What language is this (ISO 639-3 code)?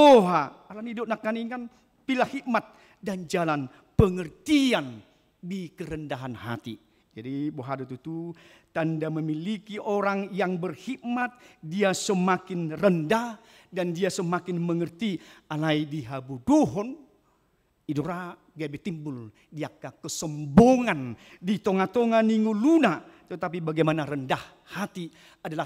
bbc